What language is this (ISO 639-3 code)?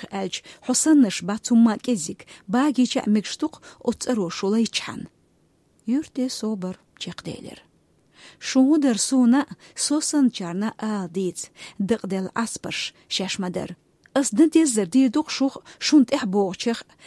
che